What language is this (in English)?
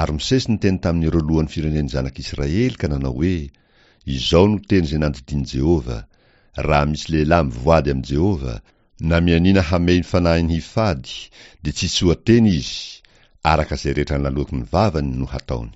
Malagasy